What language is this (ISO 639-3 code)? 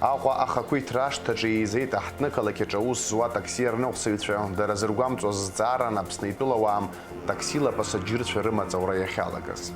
abk